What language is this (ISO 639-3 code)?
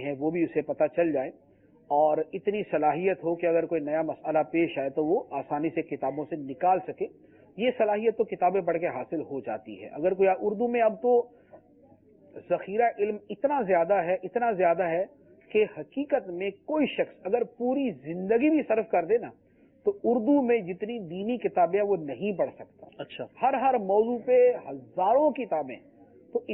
urd